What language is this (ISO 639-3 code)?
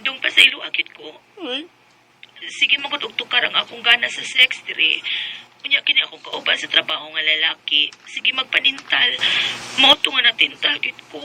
ceb